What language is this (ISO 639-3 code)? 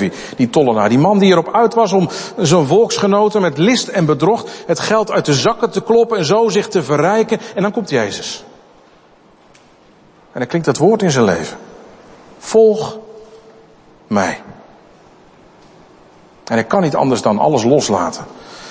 nld